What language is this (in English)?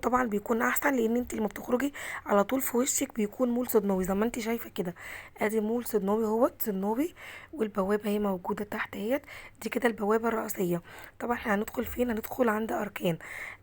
Egyptian Arabic